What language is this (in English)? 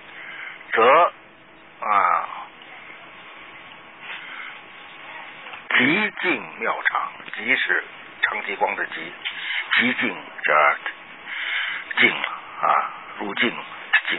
Chinese